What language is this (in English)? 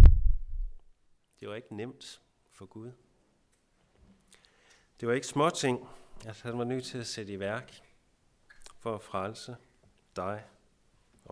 Danish